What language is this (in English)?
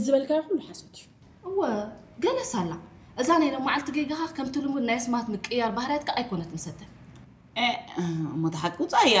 Tigrinya